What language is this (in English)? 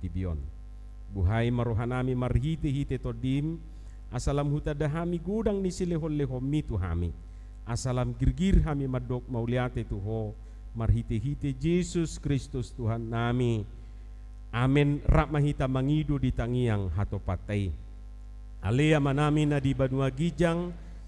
Batak Toba